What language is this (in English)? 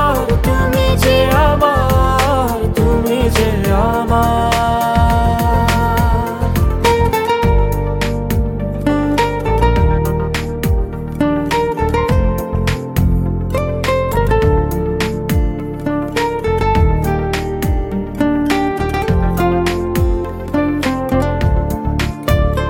Bangla